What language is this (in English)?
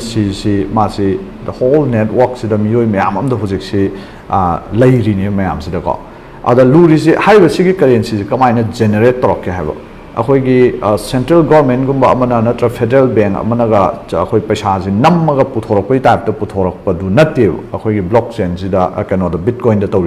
Manipuri